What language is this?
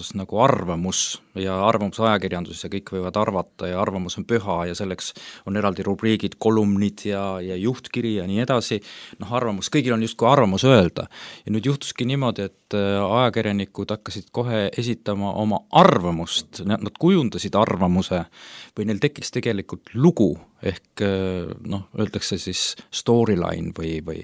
Estonian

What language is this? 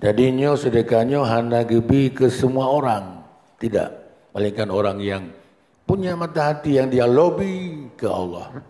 Achinese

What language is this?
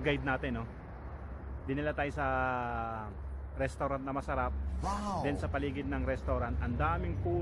Filipino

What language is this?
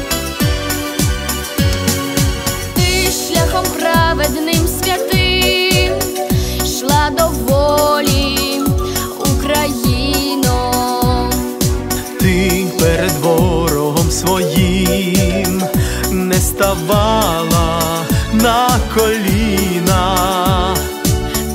Ukrainian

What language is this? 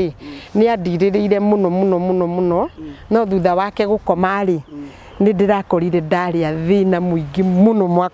Kikuyu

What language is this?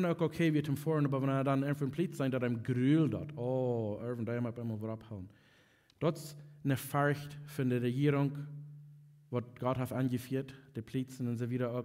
Plautdietsch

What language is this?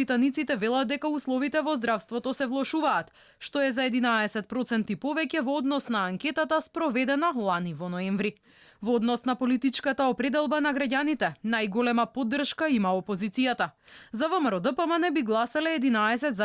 Macedonian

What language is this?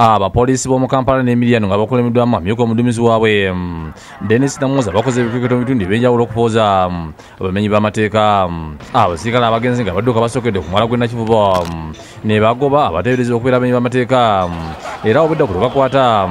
Ganda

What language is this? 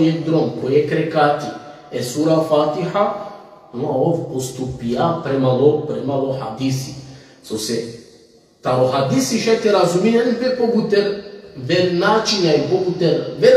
Balkan Romani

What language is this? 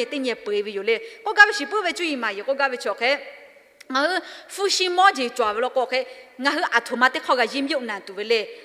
Lahu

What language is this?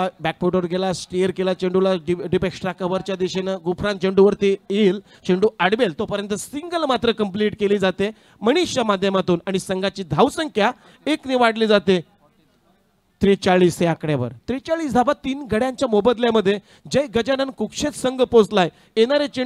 Marathi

